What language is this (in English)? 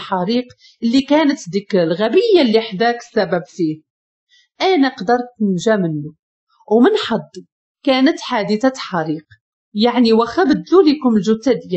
Moroccan Arabic